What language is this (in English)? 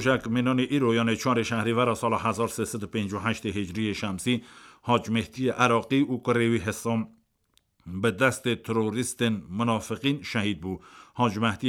Kurdish